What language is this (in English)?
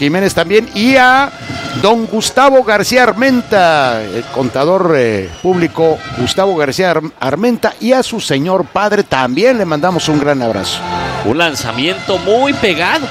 Spanish